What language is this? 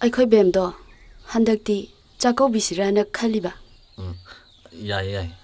Manipuri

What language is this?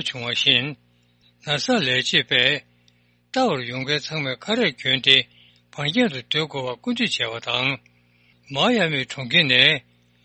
Tibetan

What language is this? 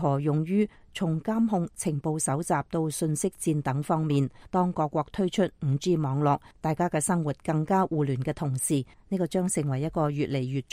Cantonese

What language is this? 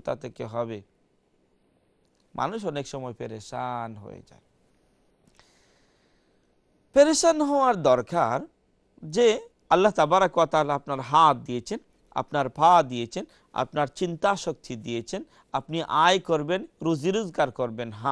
Bangla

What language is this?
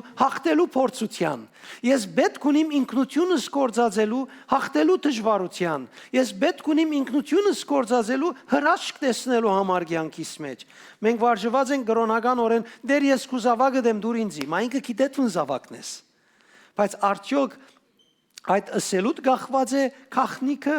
Western Armenian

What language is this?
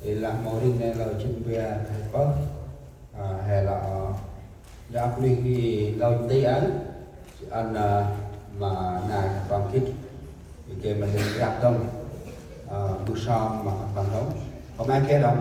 Central Mnong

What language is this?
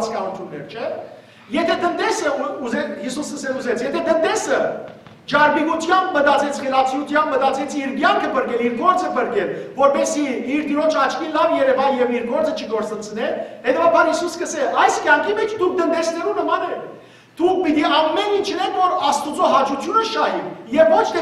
Western Armenian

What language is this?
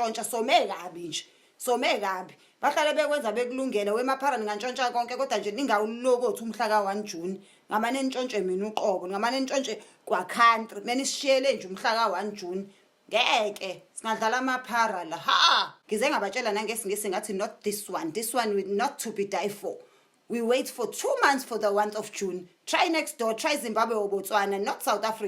Zulu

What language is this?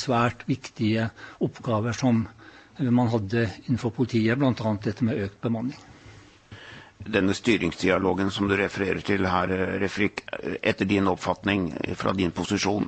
Norwegian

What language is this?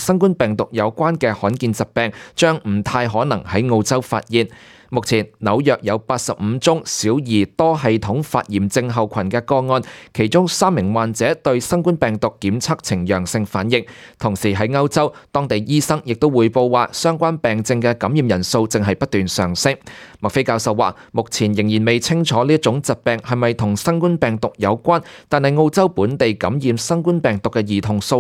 Cantonese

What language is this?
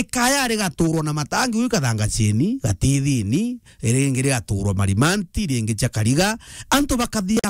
Meru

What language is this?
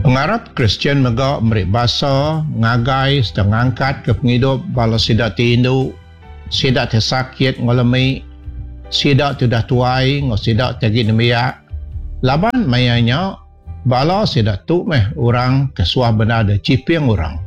Iban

